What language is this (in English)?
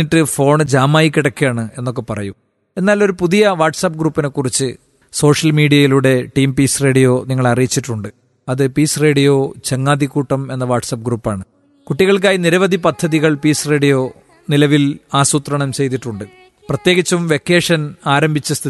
Malayalam